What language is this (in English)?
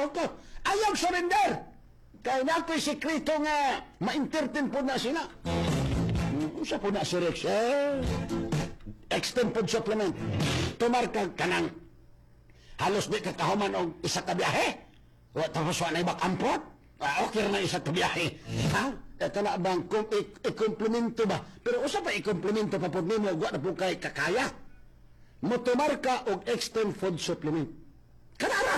Cebuano